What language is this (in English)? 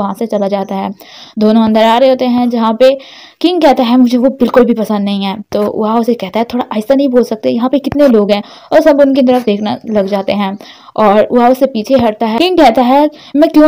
Hindi